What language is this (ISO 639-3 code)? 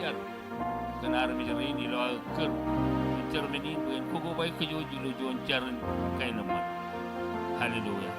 mah